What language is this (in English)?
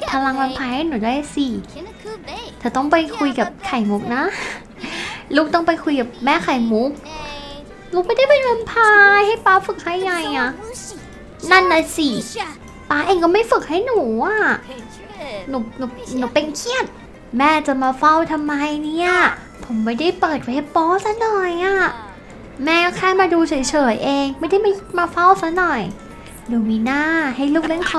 Thai